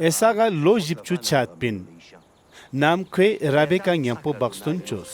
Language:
Ladakhi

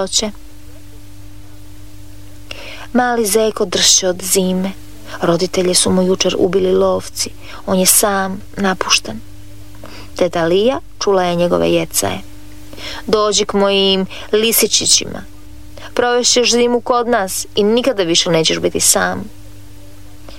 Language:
Croatian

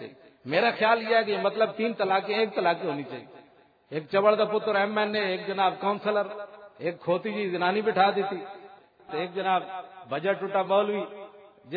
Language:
Western Panjabi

